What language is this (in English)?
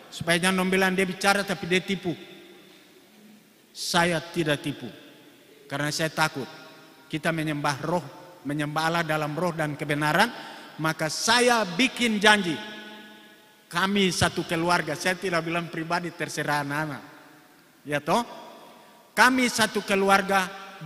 Indonesian